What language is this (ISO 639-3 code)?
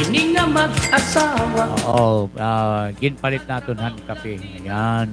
war